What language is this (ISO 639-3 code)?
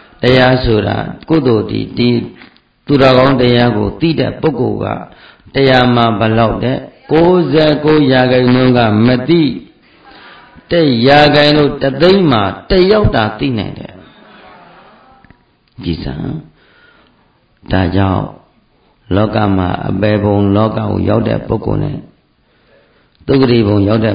mya